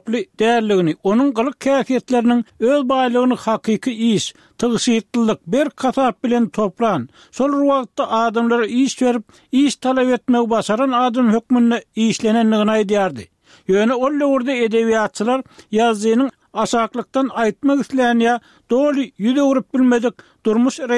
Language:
Turkmen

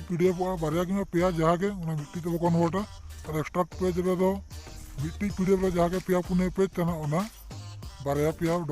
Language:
Santali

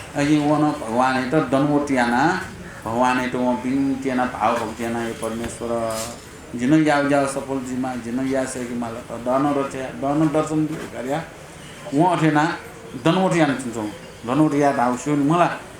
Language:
Newari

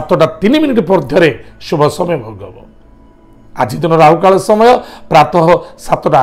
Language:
Odia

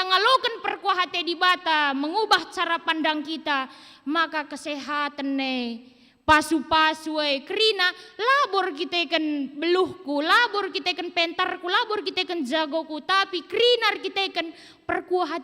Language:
Batak Karo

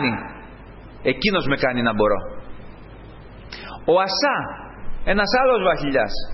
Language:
Greek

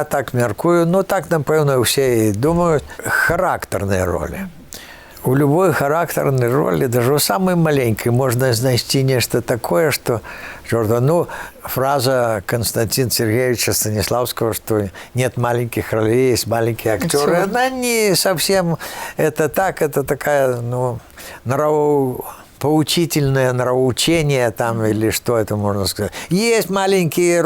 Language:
Belarusian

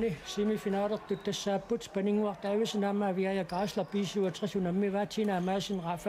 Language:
Kalaallisut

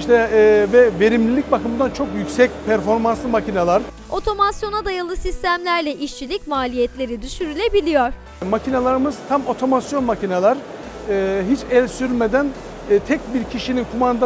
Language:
Turkish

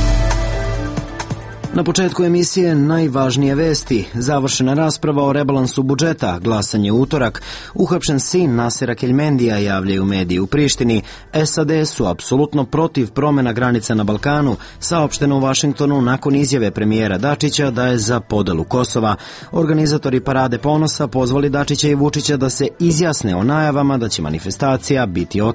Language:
Serbian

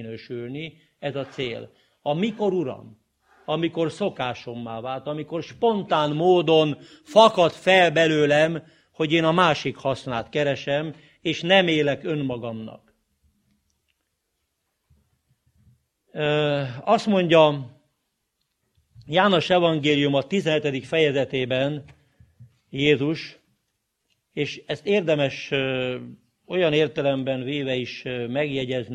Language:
Hungarian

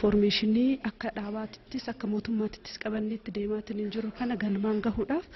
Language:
Oromo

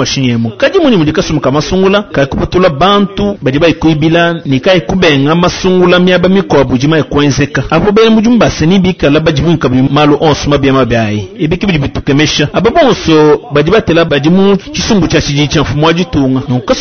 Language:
Luba-Lulua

